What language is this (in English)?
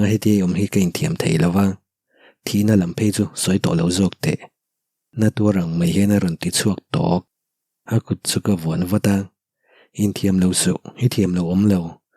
Mizo